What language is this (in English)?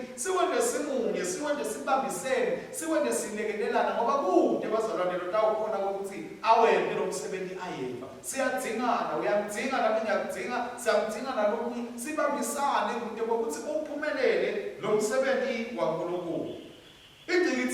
Swati